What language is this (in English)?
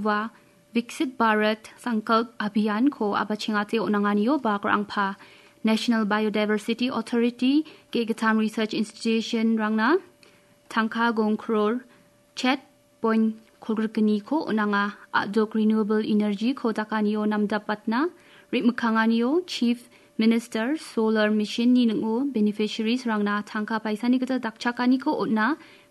Garo